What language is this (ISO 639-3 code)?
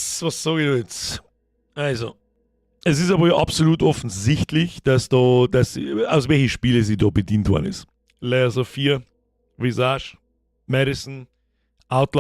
bar